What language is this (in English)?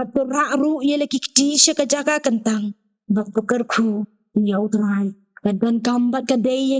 Khasi